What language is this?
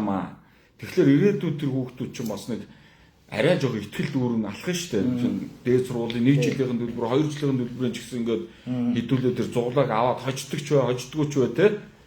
Mongolian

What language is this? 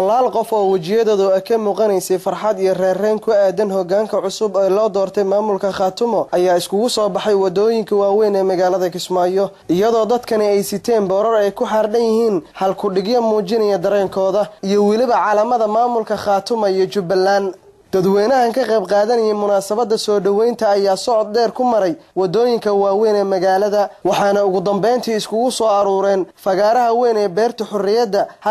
Somali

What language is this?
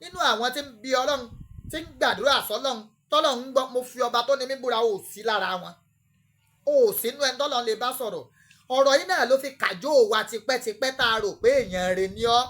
Yoruba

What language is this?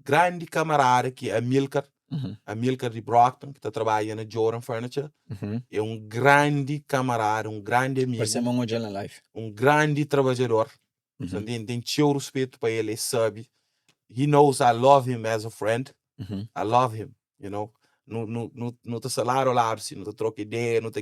Kabuverdianu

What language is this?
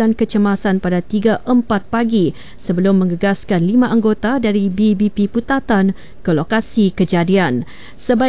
Malay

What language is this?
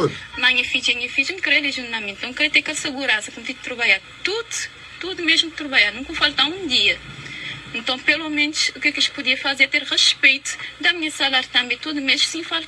Kabuverdianu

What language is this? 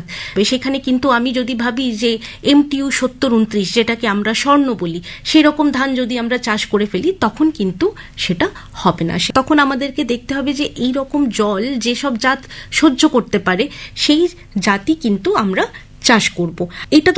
Bangla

